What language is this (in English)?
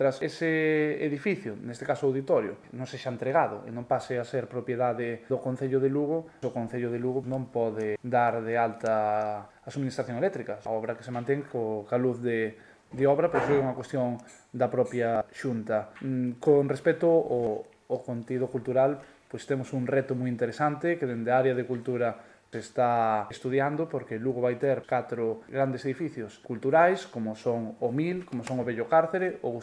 Galician